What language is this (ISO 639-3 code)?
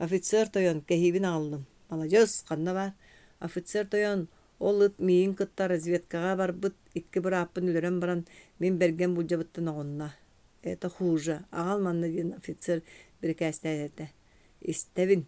sah